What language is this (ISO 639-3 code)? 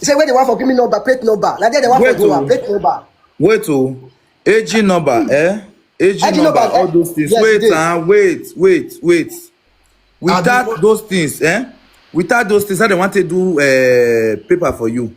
pcm